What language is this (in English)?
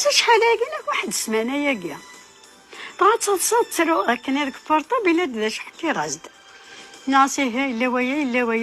Kabyle